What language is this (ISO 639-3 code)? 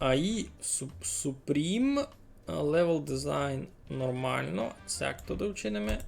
rue